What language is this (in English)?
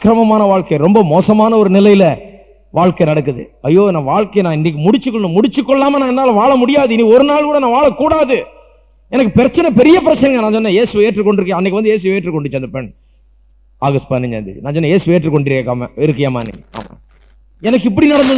Tamil